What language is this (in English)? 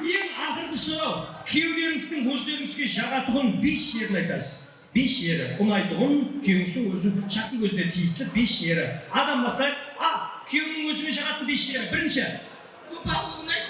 Kara-Kalpak